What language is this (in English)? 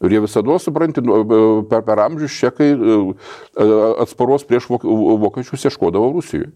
Lithuanian